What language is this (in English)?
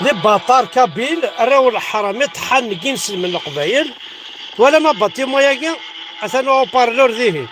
Kabyle